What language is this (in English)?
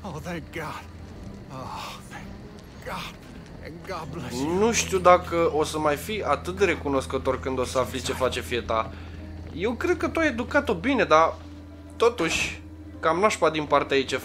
Romanian